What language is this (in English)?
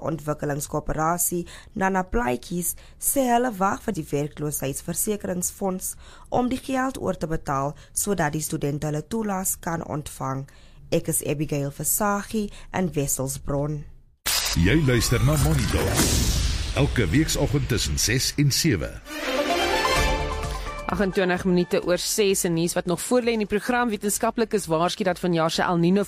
Afrikaans